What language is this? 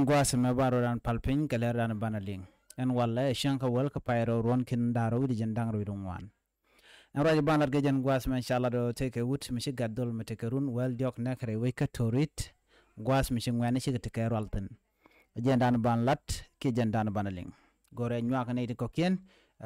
Nuer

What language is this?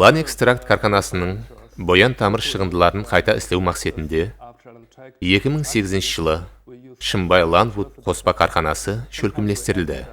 Kara-Kalpak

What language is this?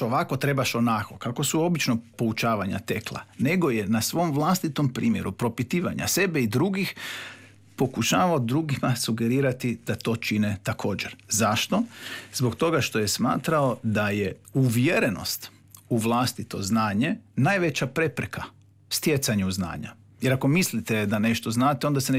Croatian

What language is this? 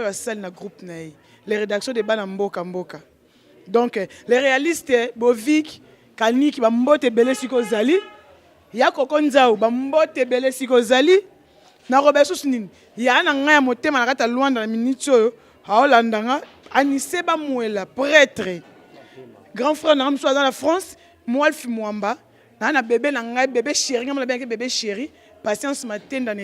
Lingala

